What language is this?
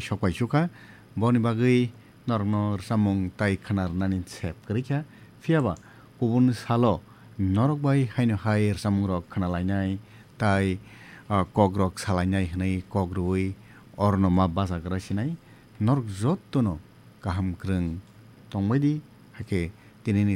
Kok Borok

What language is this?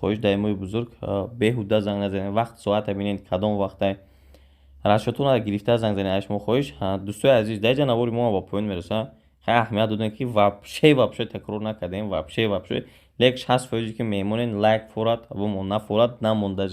Tajik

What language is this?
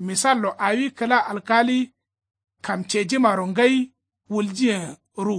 Kanuri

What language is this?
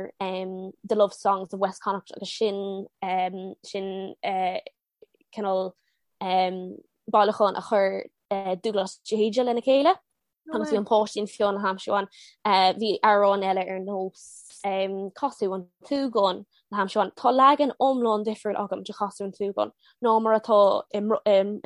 Irish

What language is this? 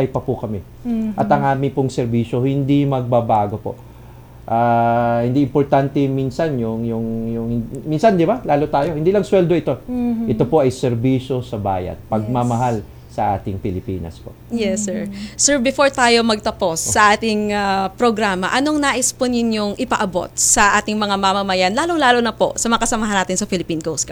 Filipino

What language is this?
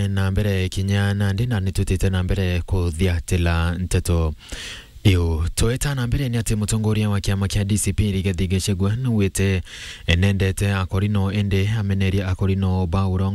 Meru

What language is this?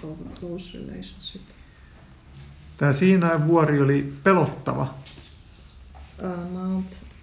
Finnish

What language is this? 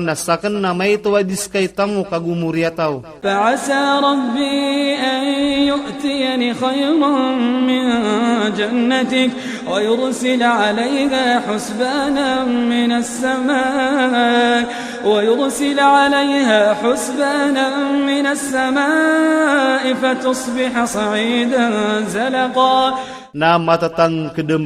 Iranun (Philippines)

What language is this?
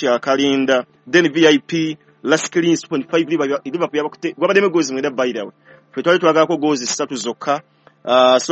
Ganda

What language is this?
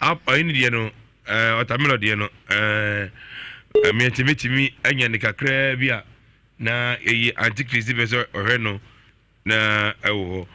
Akan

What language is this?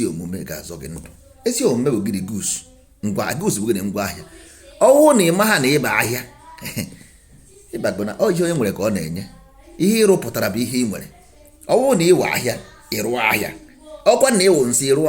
Igbo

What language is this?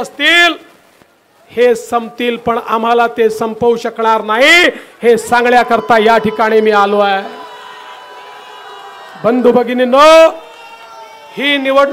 Marathi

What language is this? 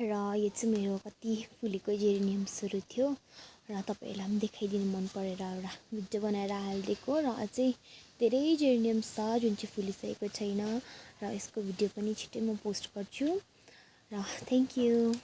Nepali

